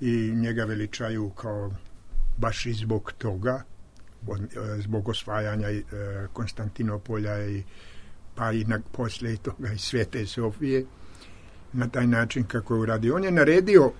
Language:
Serbian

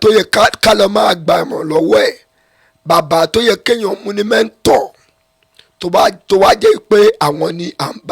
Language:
Yoruba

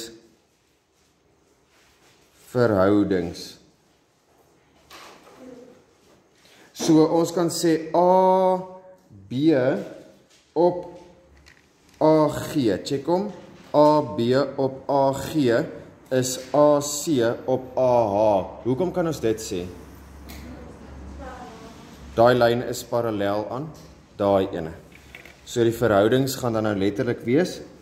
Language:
Afrikaans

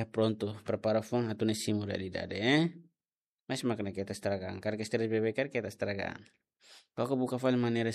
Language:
Tetum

